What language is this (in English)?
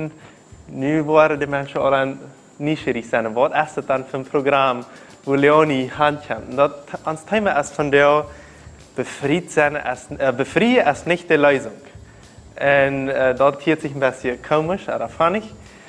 Plautdietsch